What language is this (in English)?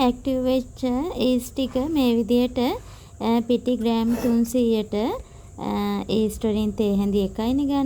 Sinhala